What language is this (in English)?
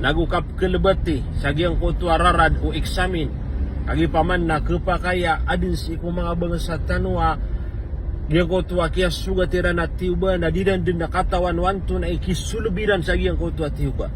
Maranao